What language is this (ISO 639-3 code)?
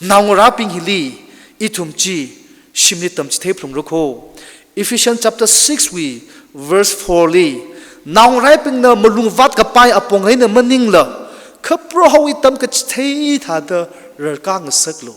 nmf